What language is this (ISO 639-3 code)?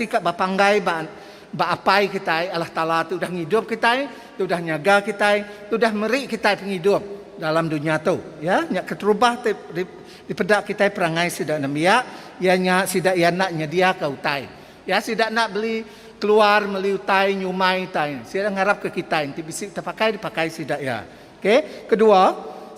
iba